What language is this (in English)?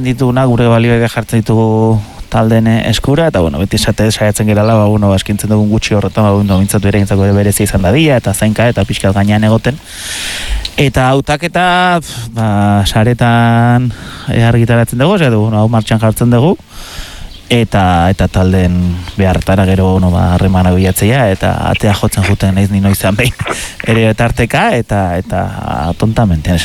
Basque